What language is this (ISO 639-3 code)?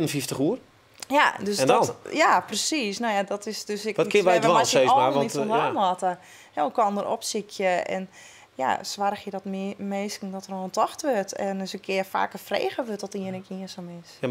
fry